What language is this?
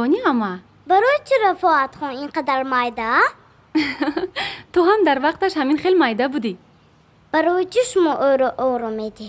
Tajik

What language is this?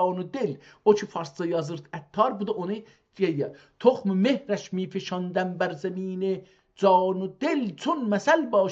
South Azerbaijani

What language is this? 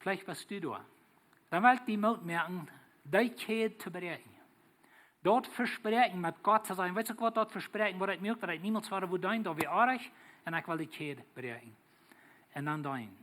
Plautdietsch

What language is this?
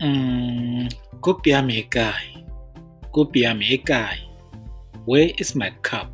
Tswana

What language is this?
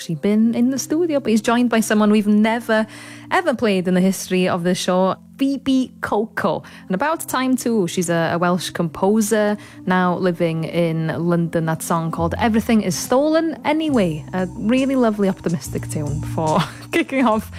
English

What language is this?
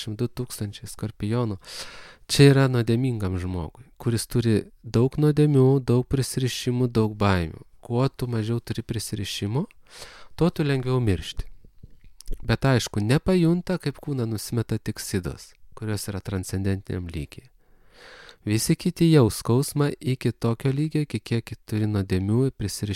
Lithuanian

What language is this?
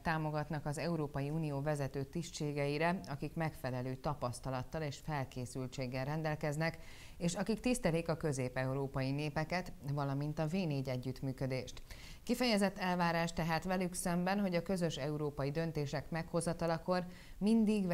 Hungarian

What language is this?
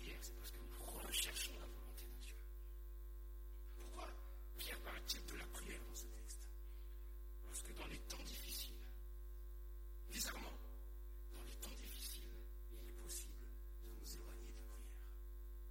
French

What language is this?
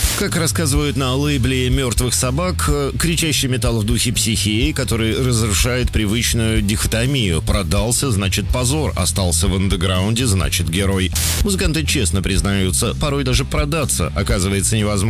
Russian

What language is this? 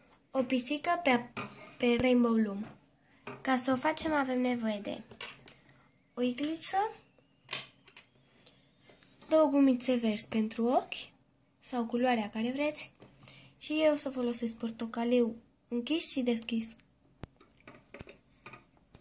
Romanian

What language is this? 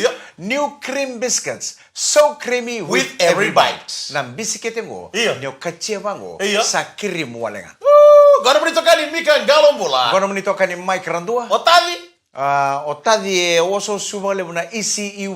Fijian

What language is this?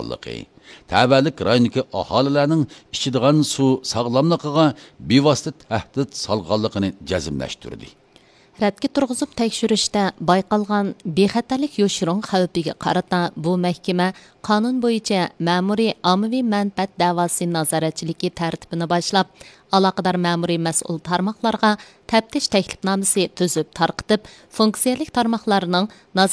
Uyghur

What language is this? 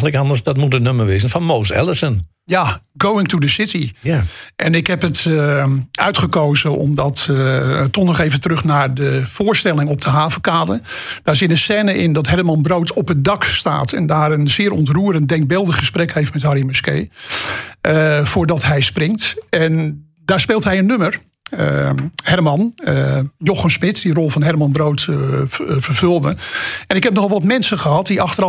Dutch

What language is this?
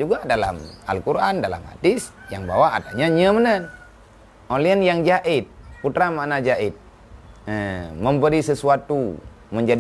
Achinese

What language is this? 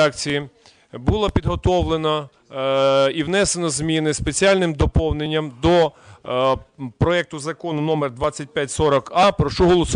Ukrainian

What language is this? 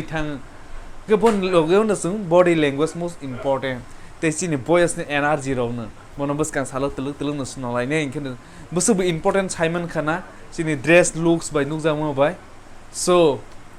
Kok Borok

